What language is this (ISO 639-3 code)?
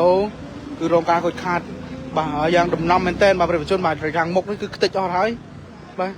khm